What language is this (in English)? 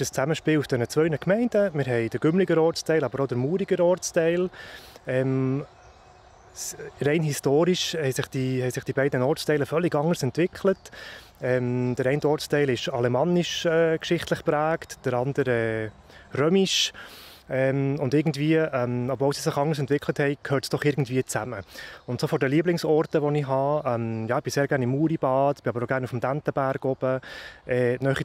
Swiss German